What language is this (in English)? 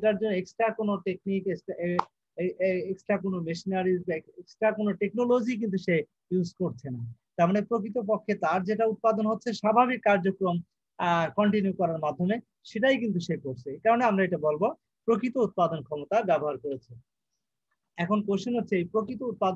Bangla